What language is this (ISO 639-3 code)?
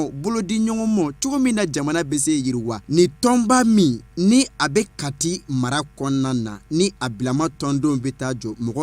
bam